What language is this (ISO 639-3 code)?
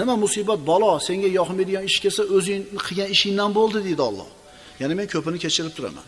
uzb